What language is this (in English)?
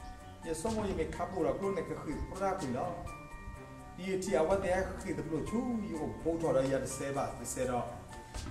S'gaw Karen